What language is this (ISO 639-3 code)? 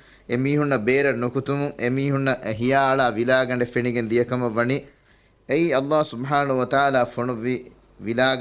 div